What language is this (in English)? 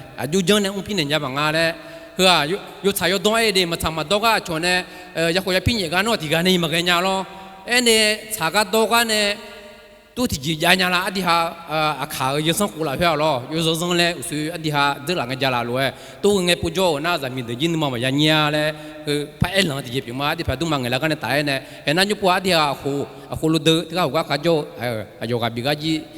Akha